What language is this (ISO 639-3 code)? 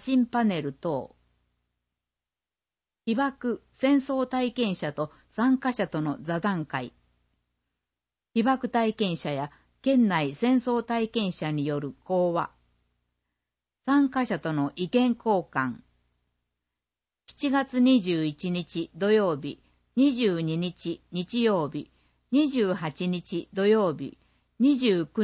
jpn